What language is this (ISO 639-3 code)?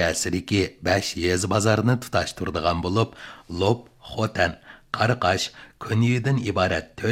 uig